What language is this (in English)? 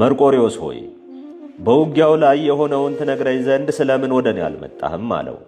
Amharic